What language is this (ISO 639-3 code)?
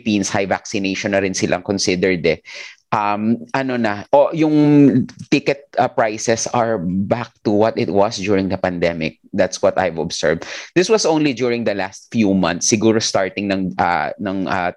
fil